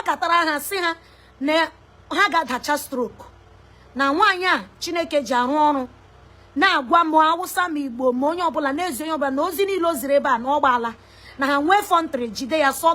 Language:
Igbo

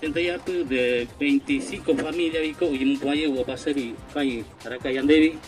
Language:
Guarani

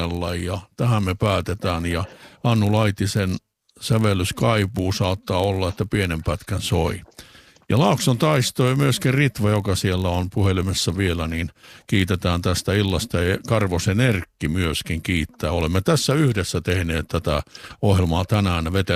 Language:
Finnish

